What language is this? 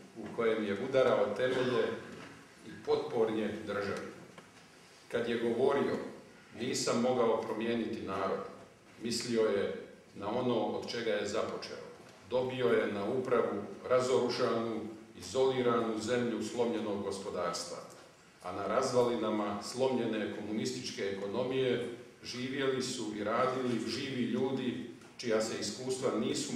Croatian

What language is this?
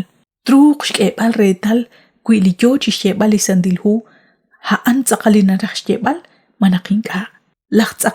Kekchí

